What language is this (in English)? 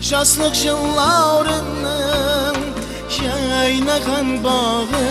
Kara-Kalpak